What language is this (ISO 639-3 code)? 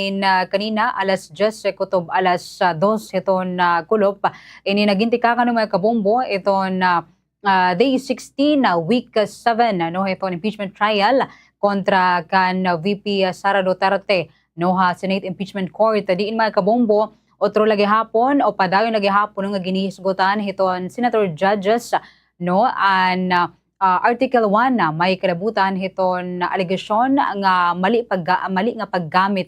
war